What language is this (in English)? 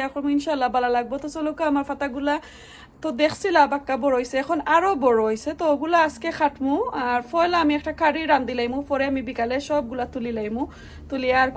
Sylheti